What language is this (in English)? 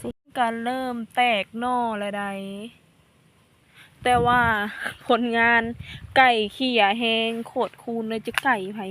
Lao